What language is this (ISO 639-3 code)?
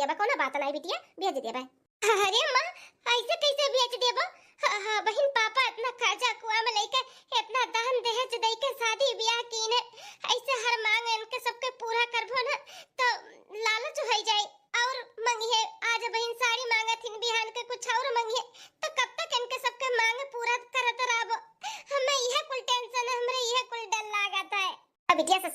bho